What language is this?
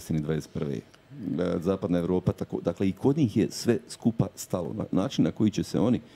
Croatian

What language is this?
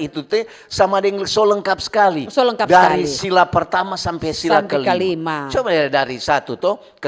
Manado Malay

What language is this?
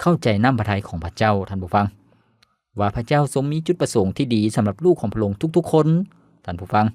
Lao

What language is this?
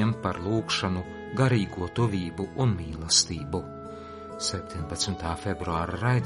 Latvian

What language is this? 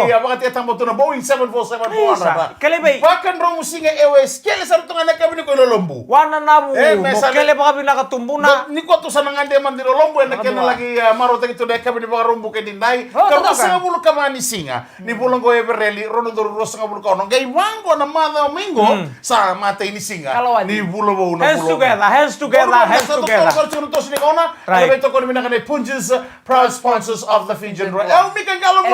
Fijian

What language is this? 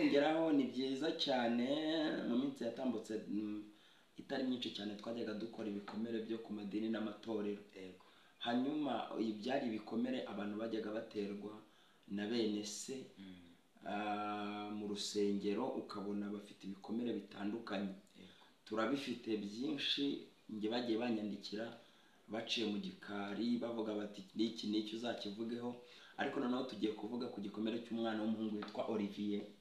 Kinyarwanda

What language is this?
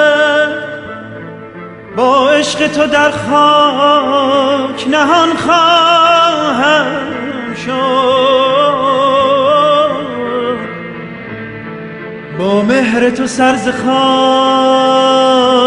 Persian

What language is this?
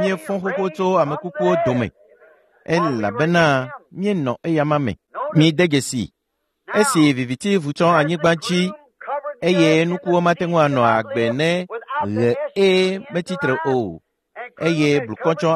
Ewe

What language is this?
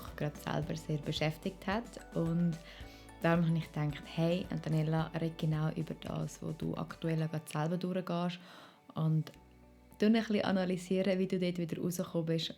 Swiss German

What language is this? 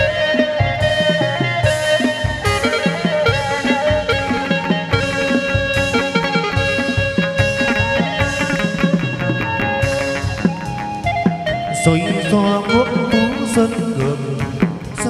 Vietnamese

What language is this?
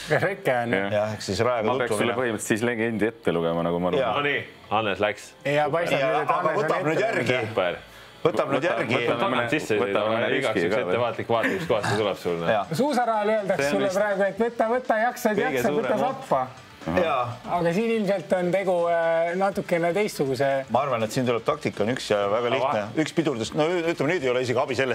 Estonian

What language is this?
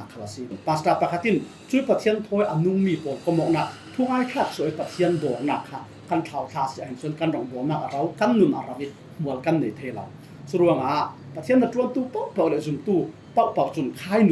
Falam Chin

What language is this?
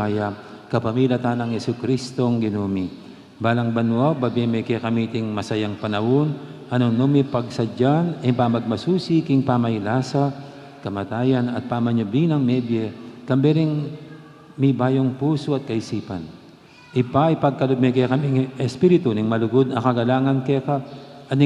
Pampanga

